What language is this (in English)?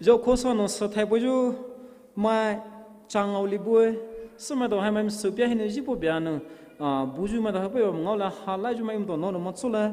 Poumei Naga